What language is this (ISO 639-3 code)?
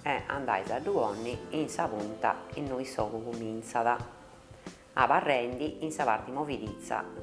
srd